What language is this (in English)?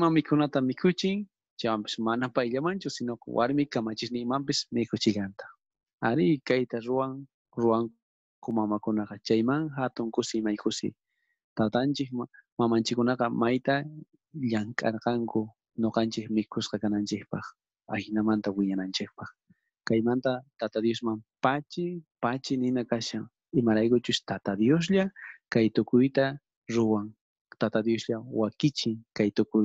South Bolivian Quechua